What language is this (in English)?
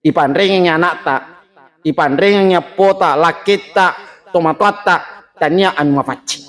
Buginese